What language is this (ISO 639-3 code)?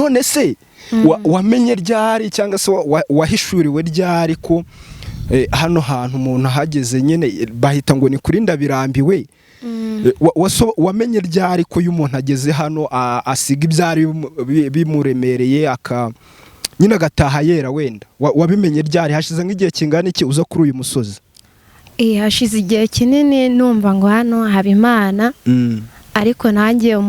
kin